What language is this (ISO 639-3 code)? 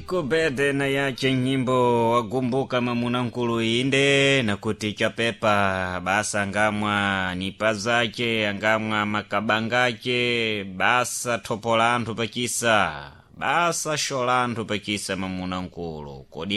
seh